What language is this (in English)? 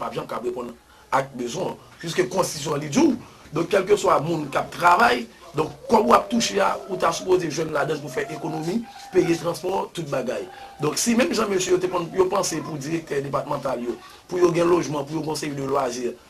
Haitian Creole